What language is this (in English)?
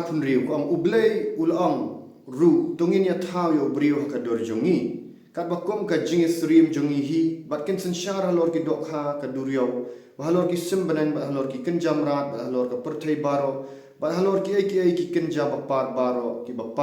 Khasi